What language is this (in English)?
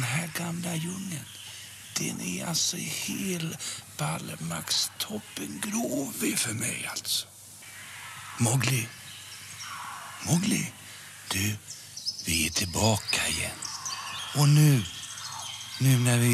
Swedish